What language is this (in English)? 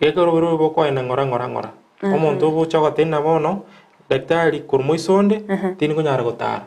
Gusii